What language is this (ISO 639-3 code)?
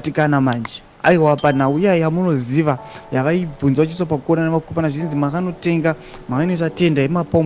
sna